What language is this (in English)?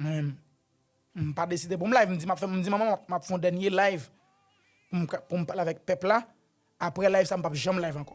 Haitian Creole